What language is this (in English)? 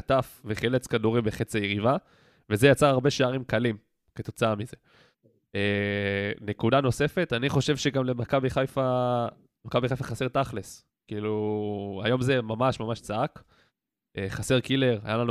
Hebrew